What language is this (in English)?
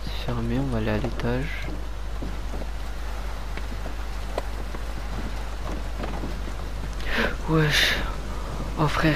French